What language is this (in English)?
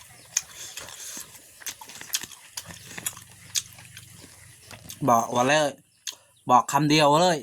Lao